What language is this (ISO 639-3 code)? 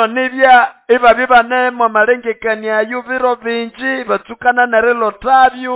nnb